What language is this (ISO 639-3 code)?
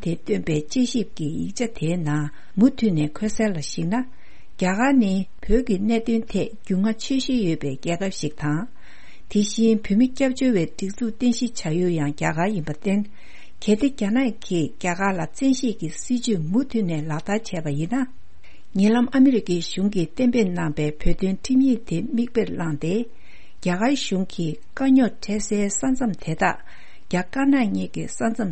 bod